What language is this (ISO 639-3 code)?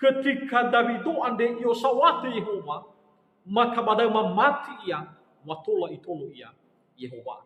nia